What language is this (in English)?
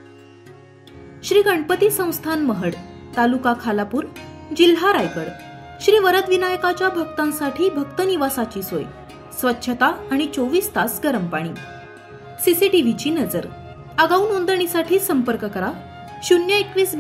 Marathi